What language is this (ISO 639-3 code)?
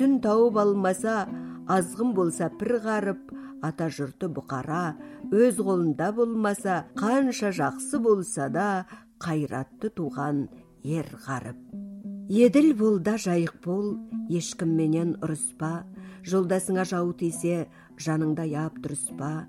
kaz